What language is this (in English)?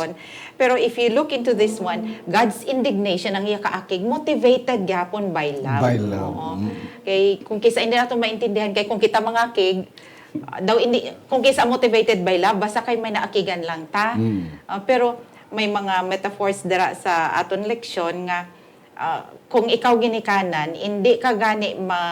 Hiligaynon